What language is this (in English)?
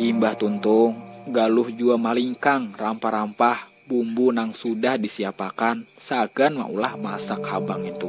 Banjar